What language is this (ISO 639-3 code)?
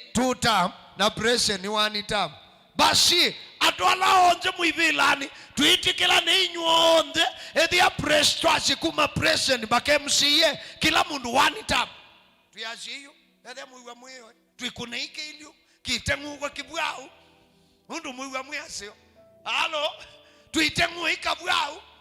kam